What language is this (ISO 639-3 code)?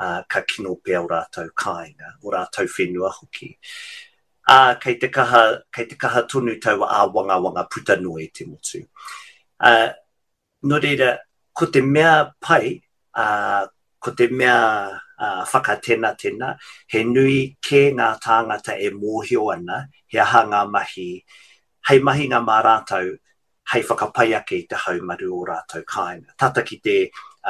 mri